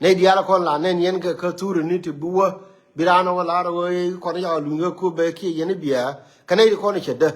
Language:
Nuer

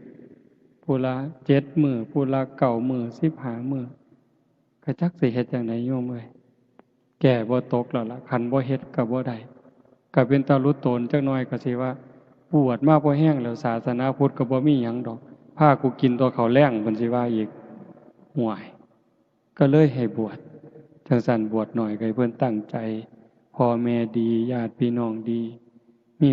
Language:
Northeastern Thai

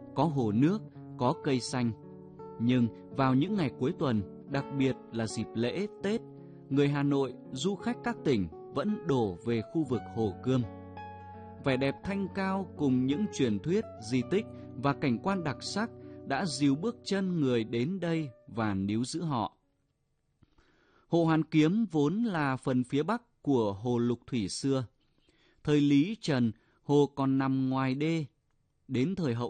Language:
Vietnamese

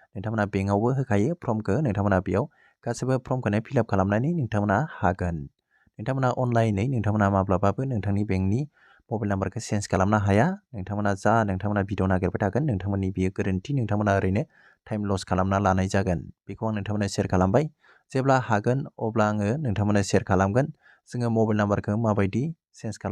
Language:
Bodo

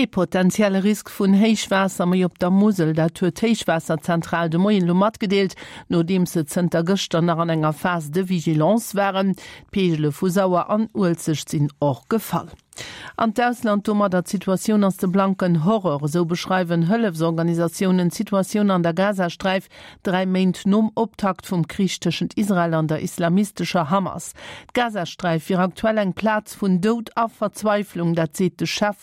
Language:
Luxembourgish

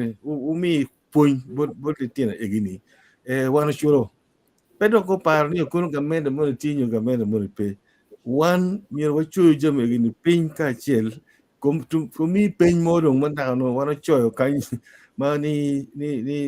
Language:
Acoli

